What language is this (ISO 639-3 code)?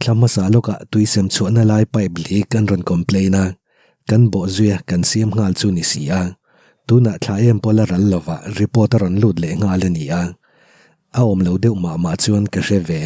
lus